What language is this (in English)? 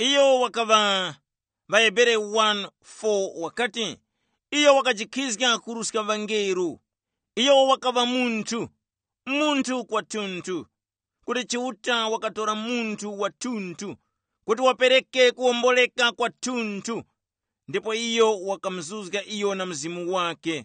Tumbuka